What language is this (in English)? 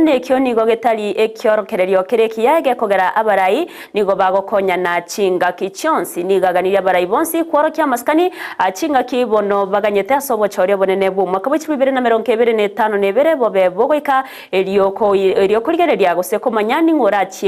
Gusii